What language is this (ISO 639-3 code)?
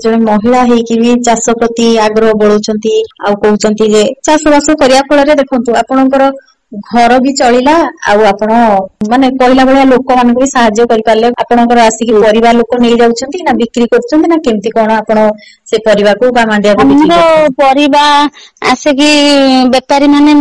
ori